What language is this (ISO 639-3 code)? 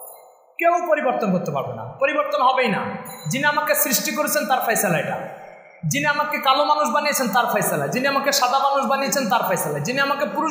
ben